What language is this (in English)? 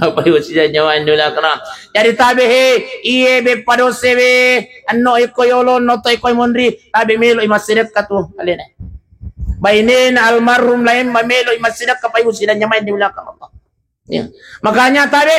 Buginese